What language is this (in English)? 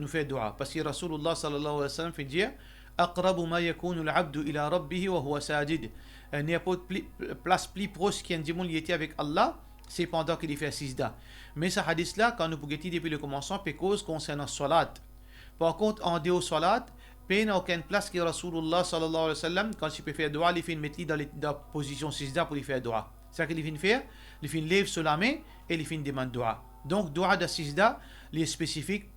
Morisyen